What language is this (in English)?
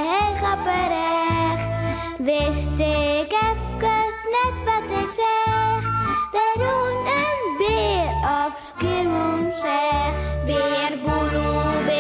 Western Frisian